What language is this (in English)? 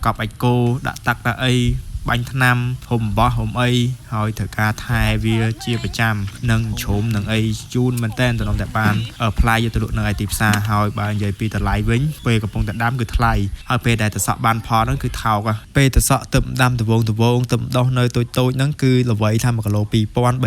Khmer